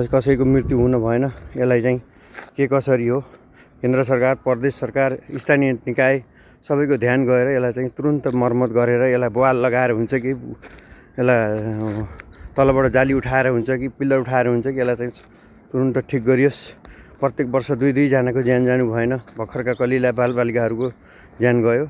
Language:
Nepali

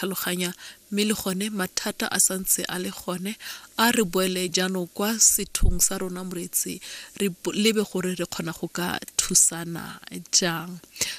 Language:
Tswana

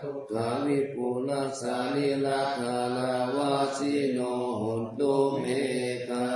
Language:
Pali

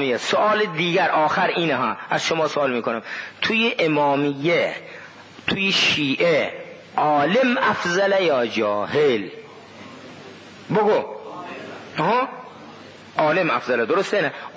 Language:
Persian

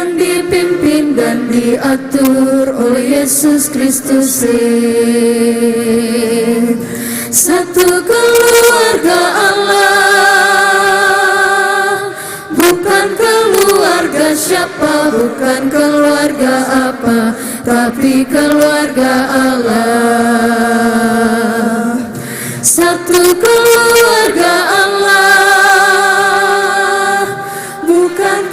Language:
Ambonese Malay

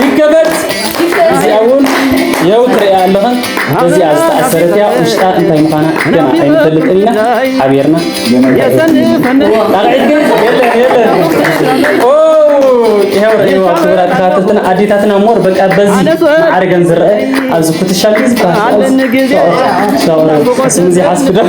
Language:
Tigrinya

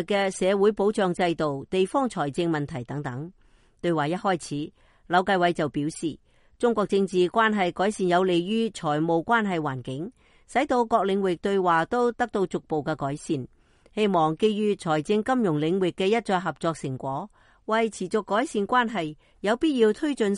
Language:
Cantonese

